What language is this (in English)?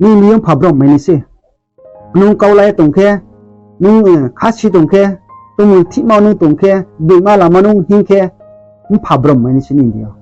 Riang (India)